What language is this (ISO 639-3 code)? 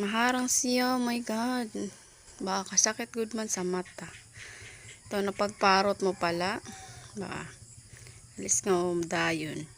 war